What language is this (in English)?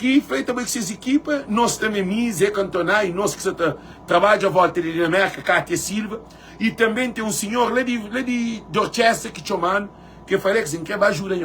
Kabuverdianu